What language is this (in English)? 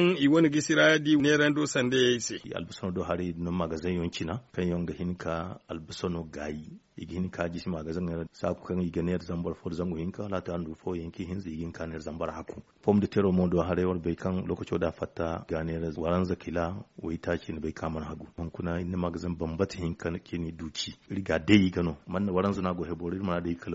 Zarma